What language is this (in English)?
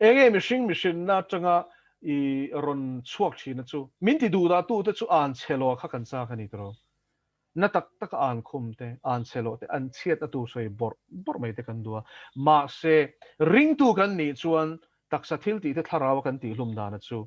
Mizo